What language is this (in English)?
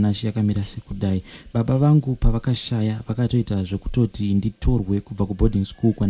Shona